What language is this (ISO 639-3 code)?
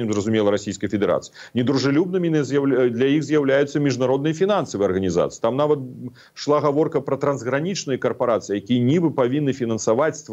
bel